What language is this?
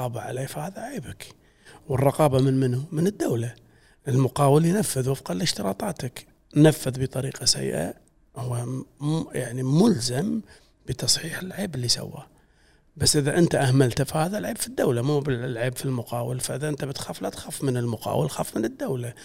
Gulf Arabic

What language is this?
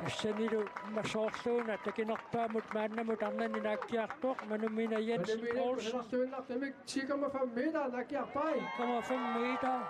Kalaallisut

